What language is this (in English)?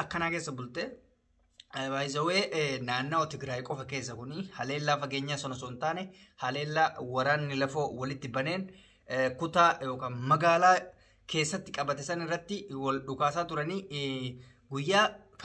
Oromo